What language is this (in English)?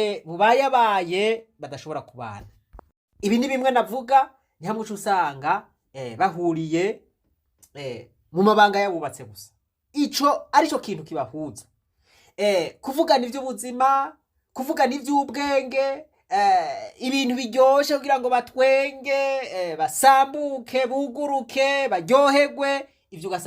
Rundi